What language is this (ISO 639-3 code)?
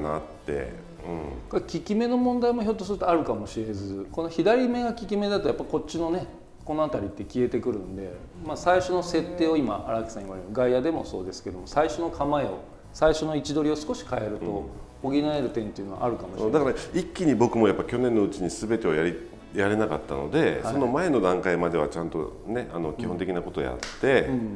jpn